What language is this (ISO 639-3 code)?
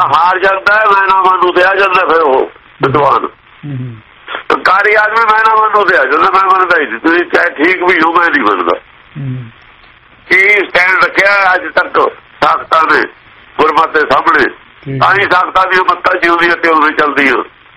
pan